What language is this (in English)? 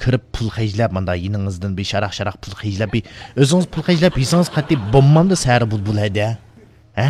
Uyghur